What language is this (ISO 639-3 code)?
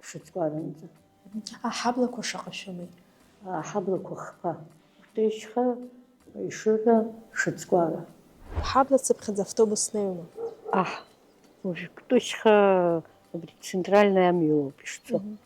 abk